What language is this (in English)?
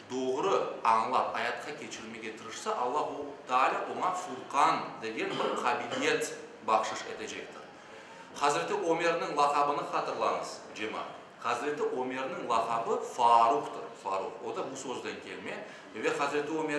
Crimean Tatar